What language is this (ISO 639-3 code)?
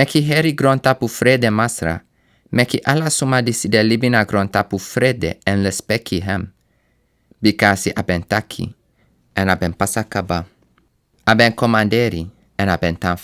srn